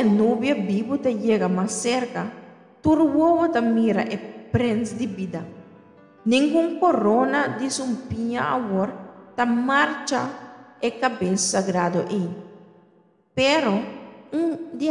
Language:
Papiamento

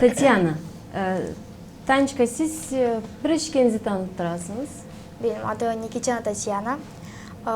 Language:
Gagauz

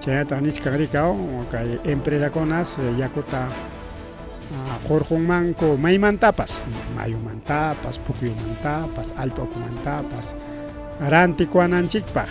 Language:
Ayacucho Quechua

